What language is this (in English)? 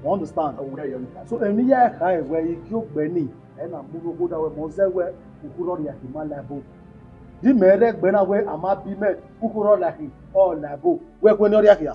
Bini